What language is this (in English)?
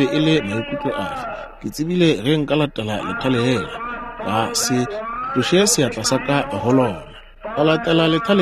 Northern Sotho